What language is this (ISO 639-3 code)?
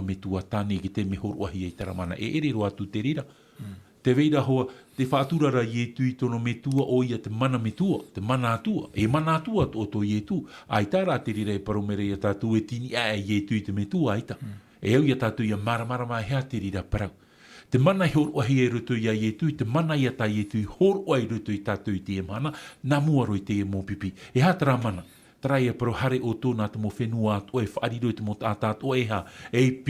tah